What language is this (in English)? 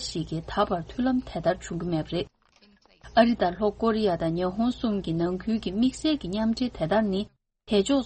Tibetan